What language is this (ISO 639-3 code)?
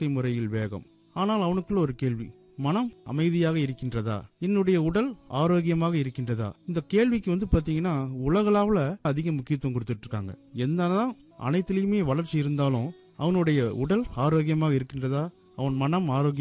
tam